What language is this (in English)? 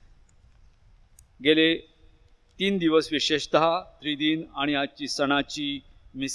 Marathi